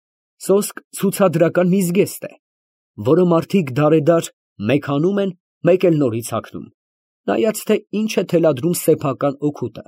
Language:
Armenian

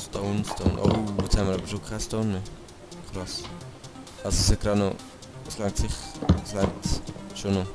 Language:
Swiss German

